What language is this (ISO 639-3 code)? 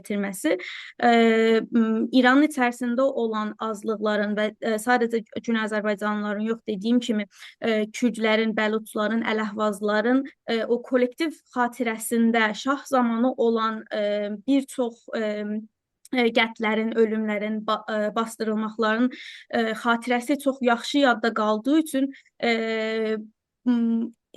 azb